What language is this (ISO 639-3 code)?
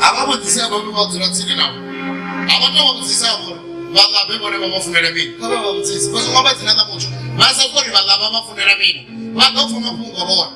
ven